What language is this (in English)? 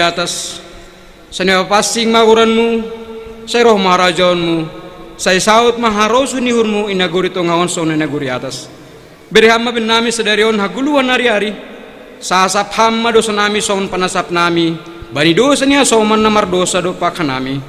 Batak Simalungun